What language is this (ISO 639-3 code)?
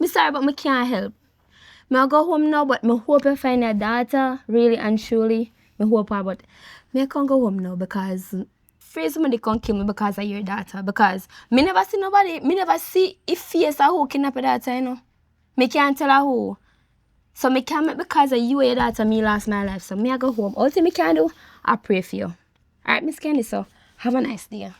jam